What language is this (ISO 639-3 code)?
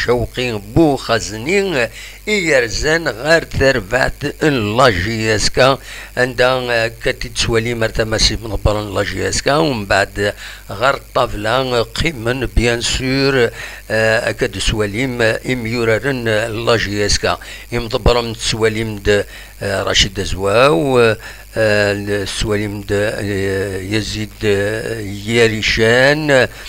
kab